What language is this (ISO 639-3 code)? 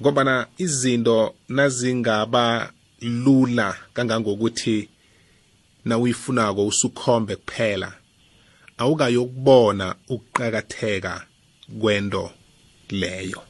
nbl